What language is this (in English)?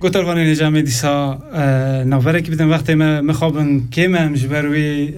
Kurdish